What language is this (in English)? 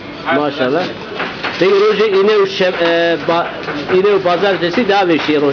Zaza